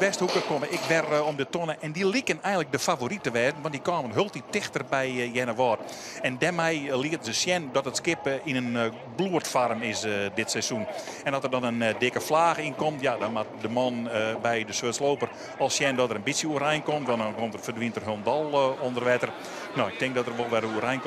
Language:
Western Frisian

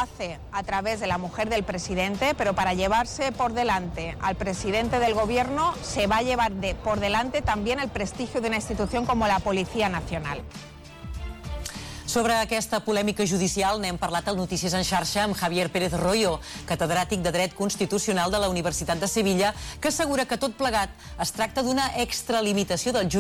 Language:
Catalan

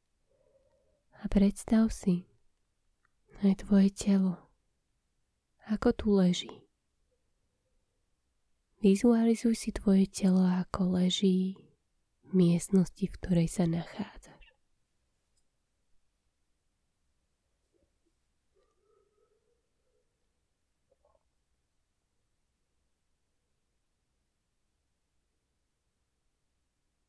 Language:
Slovak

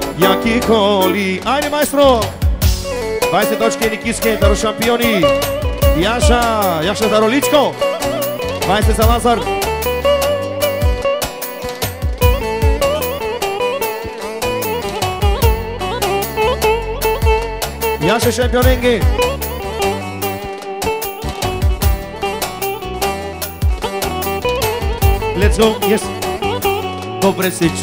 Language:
Bulgarian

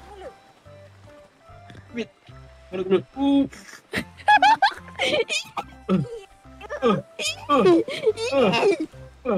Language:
Malay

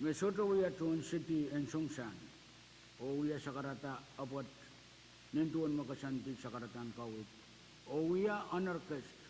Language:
Pohnpeian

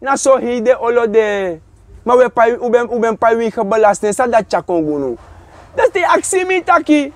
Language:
Sranan Tongo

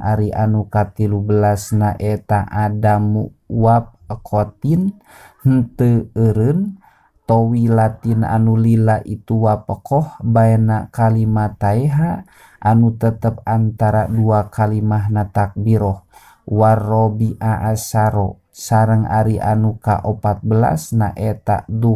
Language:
Sundanese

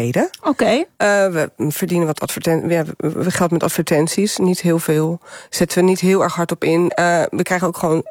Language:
Dutch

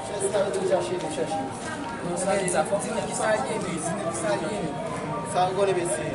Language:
Haitian Creole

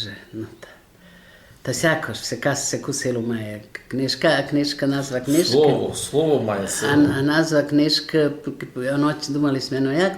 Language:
Rusyn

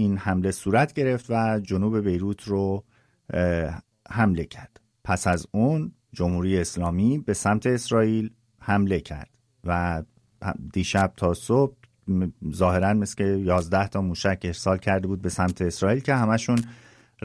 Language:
Persian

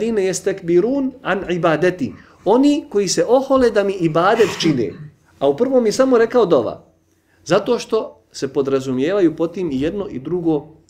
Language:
Bosnian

